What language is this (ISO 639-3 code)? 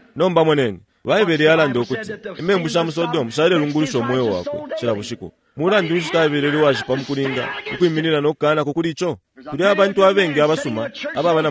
bem